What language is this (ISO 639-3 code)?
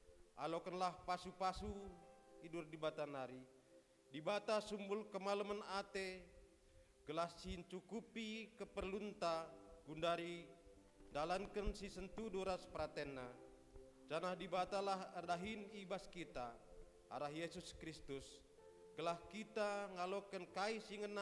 btx